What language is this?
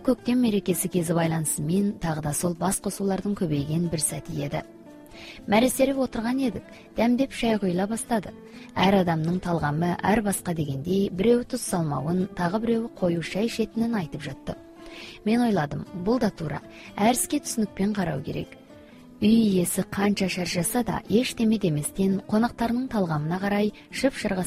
Kazakh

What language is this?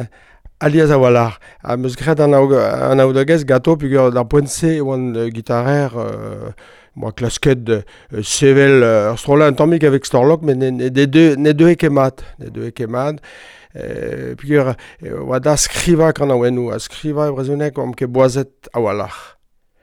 Breton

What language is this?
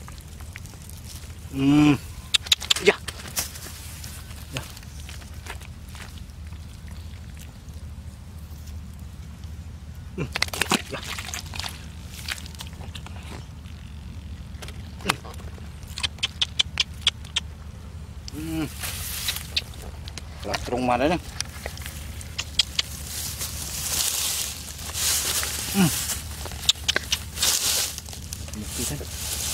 Malay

